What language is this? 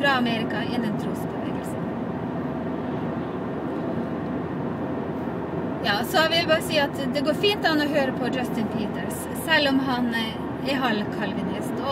Norwegian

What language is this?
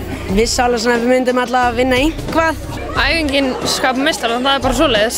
Icelandic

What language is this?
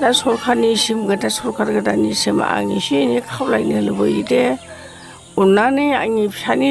Bodo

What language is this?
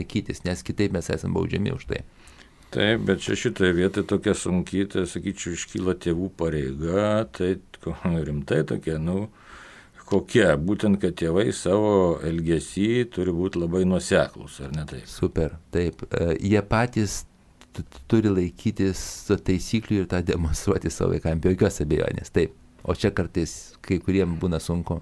Lithuanian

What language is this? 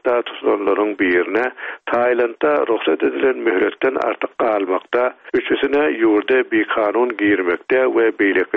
Turkmen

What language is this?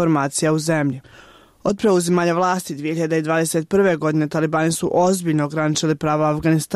Bosnian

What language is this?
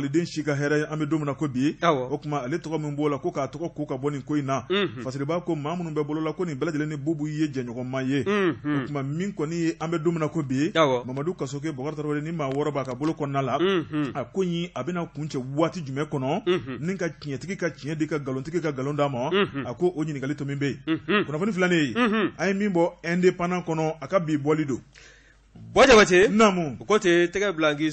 Bambara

